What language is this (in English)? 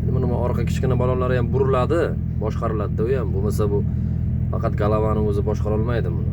Uzbek